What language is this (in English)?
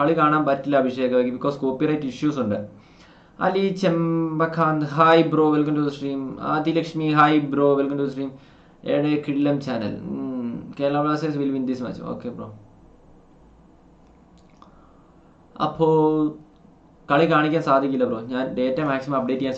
Malayalam